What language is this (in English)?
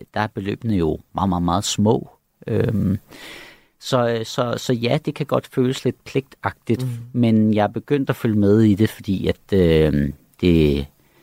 Danish